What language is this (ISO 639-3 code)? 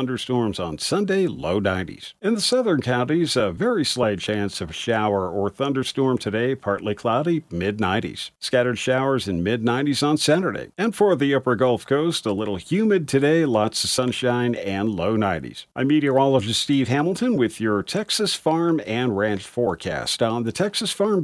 eng